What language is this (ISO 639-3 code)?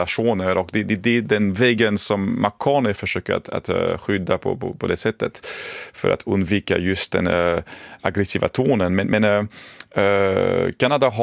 swe